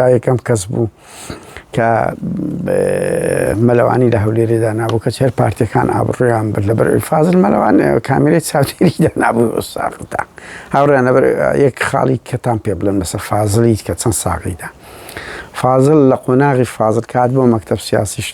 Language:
Central Kurdish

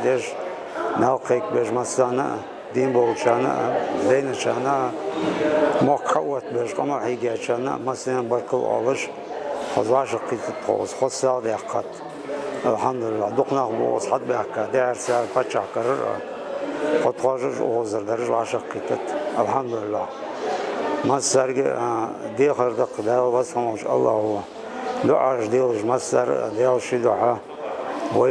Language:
Ingush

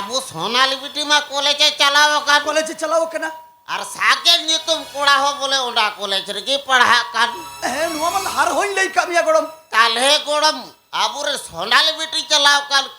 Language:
Santali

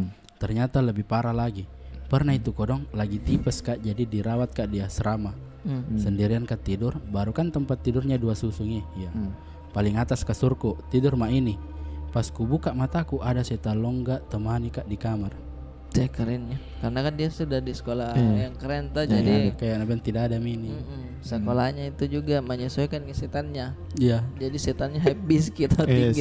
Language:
Makassar Malay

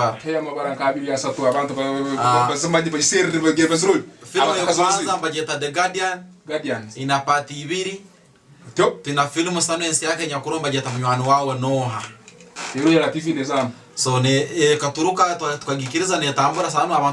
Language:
Tooro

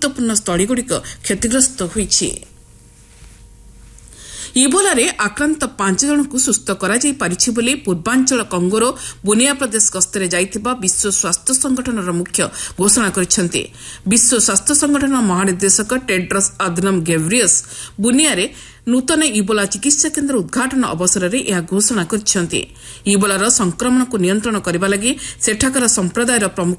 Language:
Odia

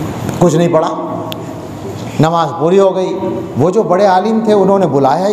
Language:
Urdu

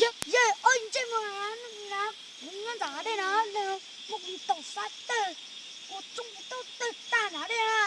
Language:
Hmong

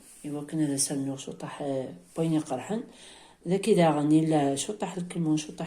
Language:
Kabyle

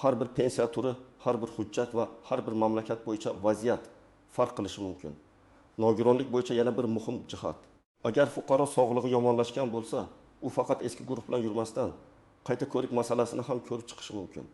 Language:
Uzbek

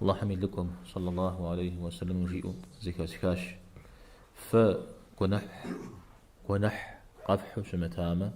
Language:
Kabardian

